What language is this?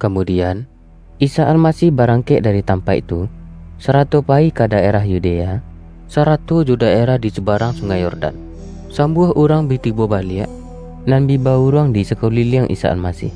Minangkabau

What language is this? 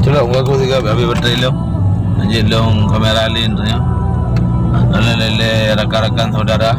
Achinese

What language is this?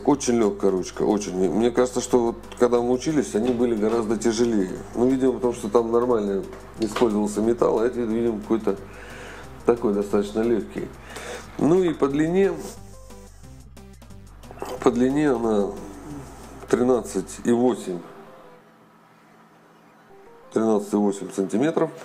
Russian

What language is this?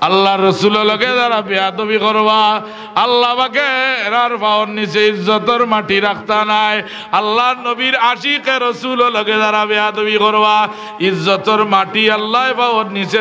Sylheti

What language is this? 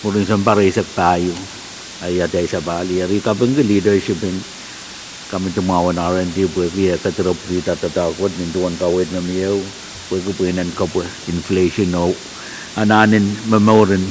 Pohnpeian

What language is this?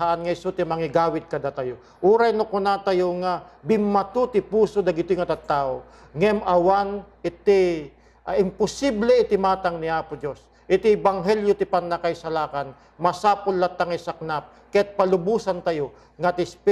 Iloko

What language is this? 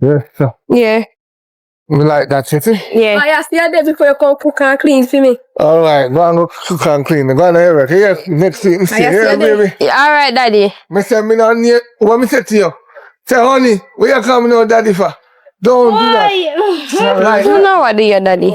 Jamaican Creole English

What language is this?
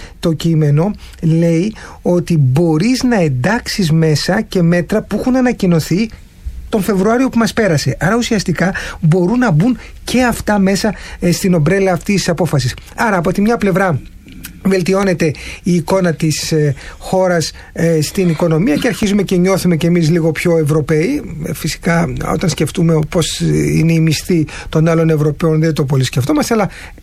Greek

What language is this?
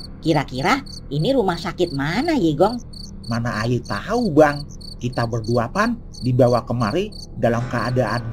Betawi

